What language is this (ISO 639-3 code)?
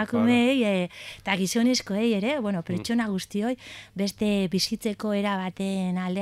eus